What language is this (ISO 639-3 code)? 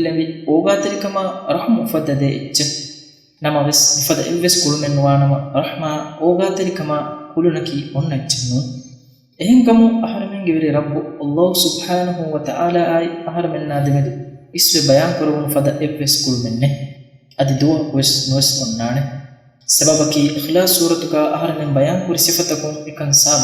div